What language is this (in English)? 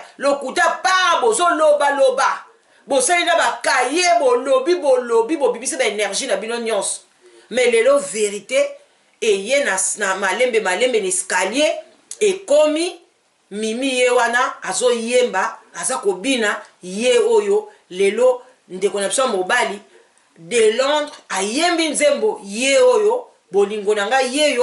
Lingala